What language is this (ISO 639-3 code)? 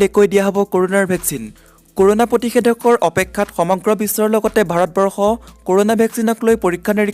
asm